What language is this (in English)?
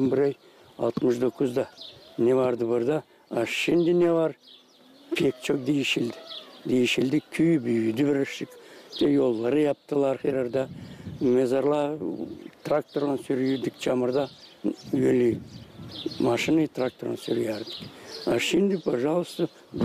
Gagauz